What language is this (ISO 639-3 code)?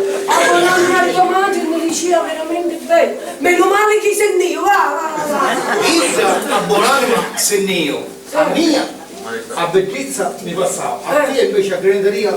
scn